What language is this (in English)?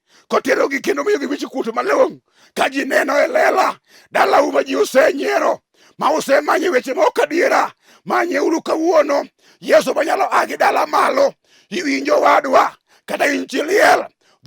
Luo (Kenya and Tanzania)